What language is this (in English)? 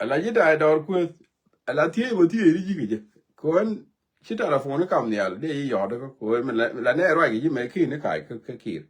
Nuer